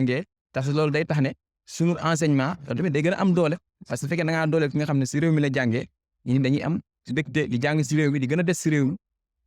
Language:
Wolof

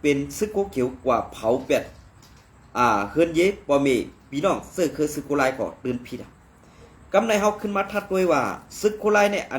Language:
Shan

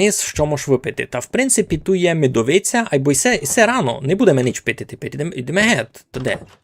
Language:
Rusyn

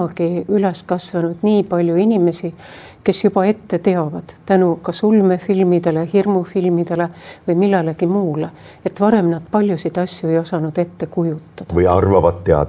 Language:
Estonian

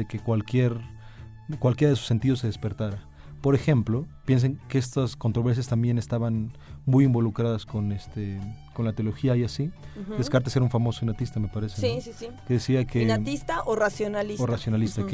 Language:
Spanish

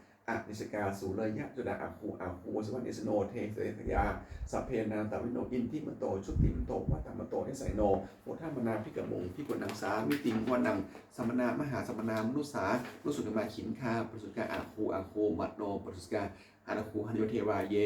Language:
Pali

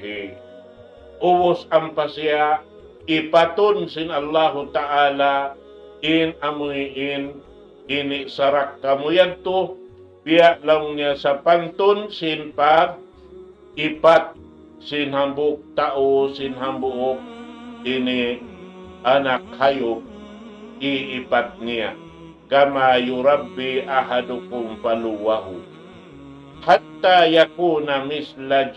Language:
Tausug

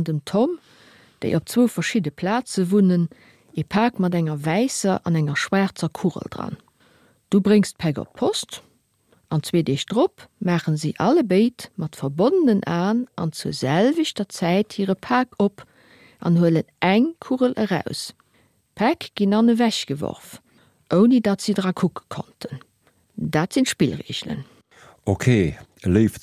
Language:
Luxembourgish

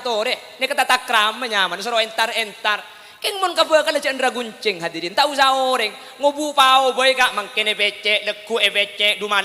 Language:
Madurese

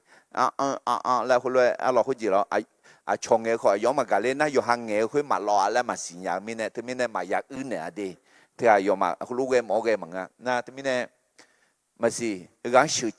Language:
Akha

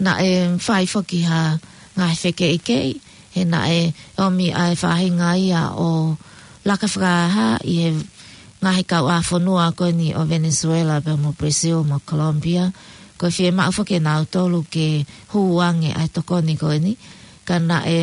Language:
Tongan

